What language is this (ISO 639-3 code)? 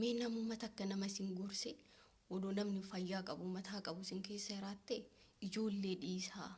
orm